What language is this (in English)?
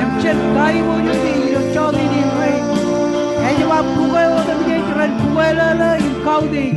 Marshallese